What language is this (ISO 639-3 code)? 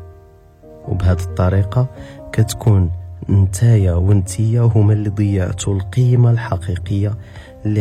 ary